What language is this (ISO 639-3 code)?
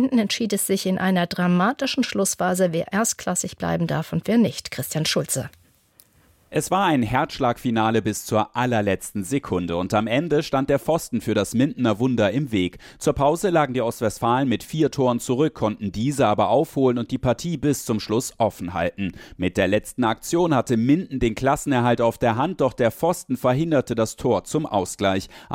deu